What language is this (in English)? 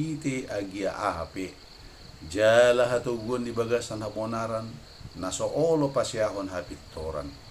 Batak Toba